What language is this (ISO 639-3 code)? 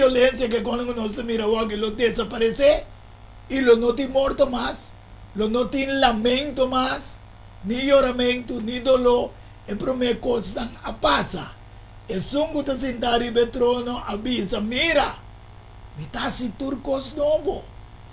pap